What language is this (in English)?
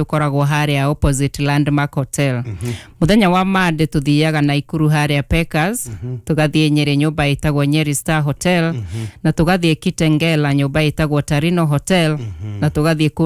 Kikuyu